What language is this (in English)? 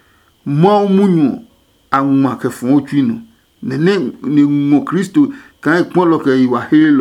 Adangme